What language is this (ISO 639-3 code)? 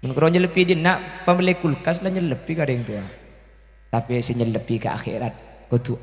mad